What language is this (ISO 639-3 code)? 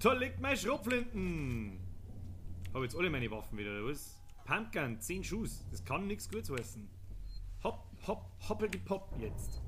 bar